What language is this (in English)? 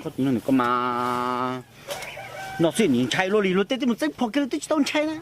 Hmong